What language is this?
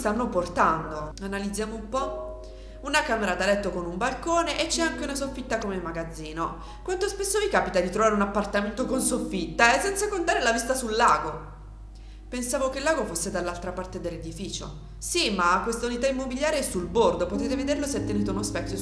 Italian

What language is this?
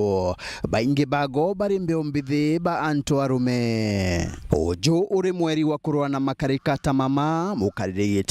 Meru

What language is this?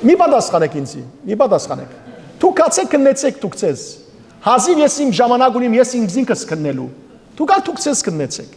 Western Armenian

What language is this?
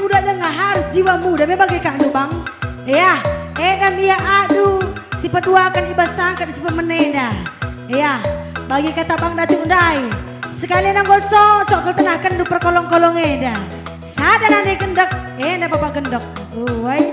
Batak Karo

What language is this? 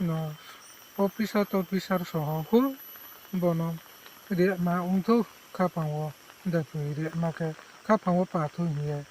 Riang (India)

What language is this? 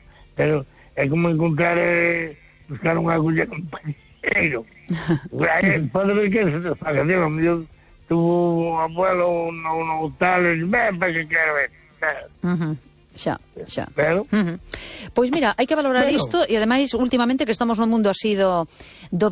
Galician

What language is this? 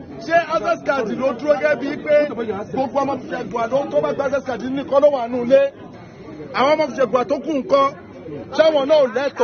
Yoruba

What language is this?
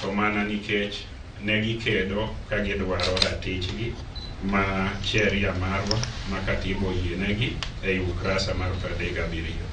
Luo (Kenya and Tanzania)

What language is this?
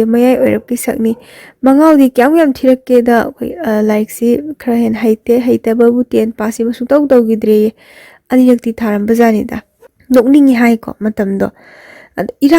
Manipuri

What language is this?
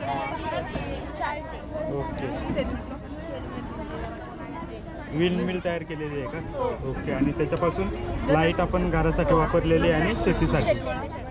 Marathi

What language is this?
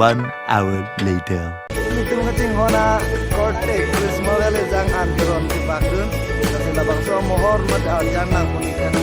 Karbi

